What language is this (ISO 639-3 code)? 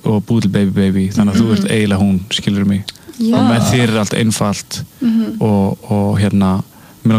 isl